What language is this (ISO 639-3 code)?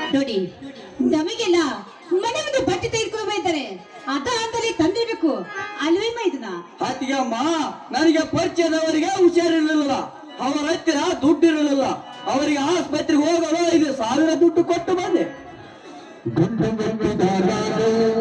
kan